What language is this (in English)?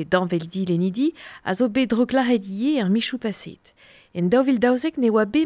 Breton